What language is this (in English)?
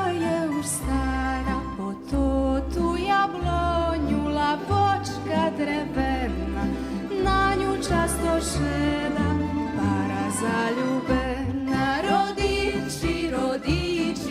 Rusyn